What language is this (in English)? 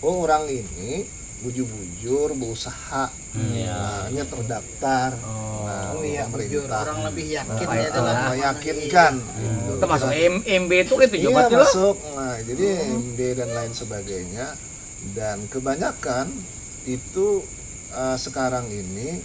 Banjar